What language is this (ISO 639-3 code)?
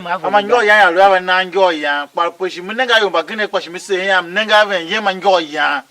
tiv